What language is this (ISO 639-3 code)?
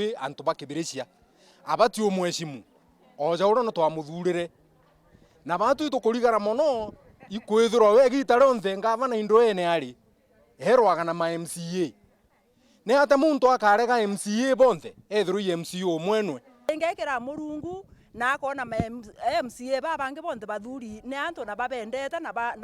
mer